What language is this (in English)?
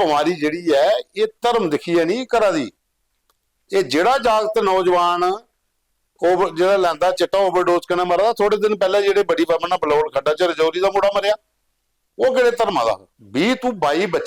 Dogri